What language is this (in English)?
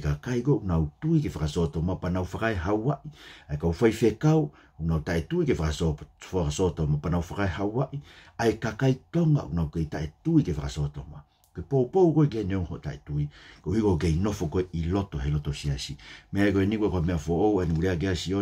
Tongan